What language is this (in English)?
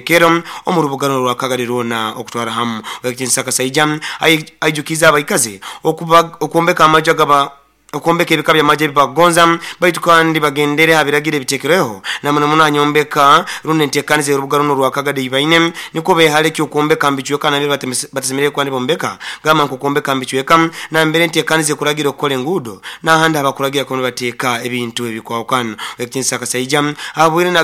Nyoro